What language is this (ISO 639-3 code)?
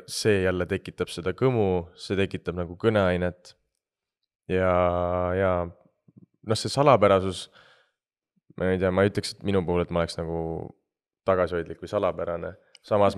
est